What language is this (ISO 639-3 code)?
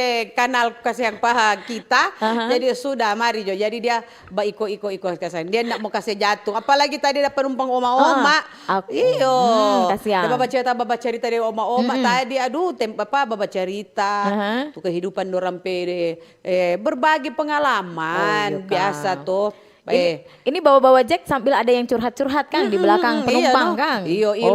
xmm